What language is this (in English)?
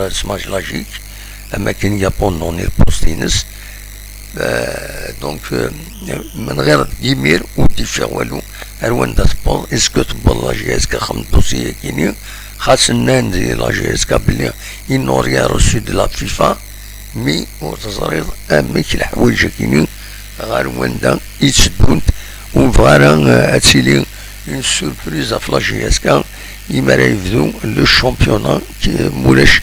Kabyle